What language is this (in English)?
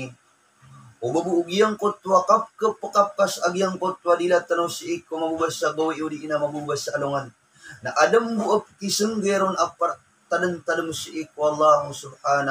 Maranao